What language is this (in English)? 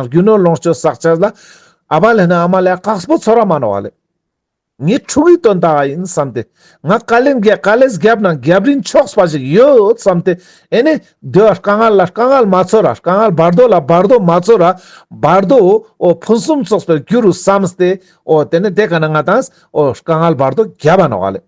Ladakhi